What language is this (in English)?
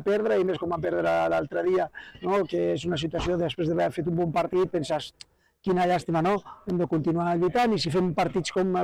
Catalan